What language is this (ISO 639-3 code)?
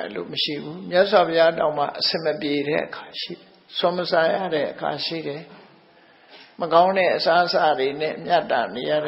mya